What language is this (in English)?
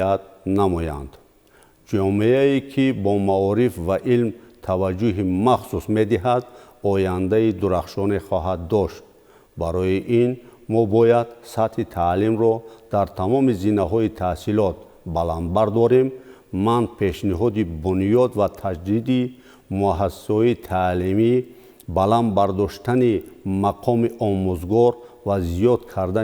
Tajik